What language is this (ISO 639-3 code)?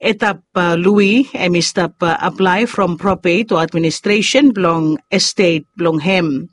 bis